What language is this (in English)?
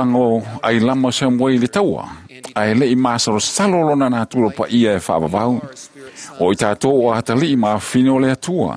Samoan